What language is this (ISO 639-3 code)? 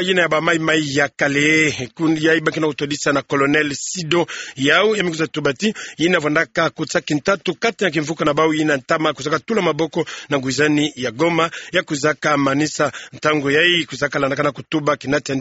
ktu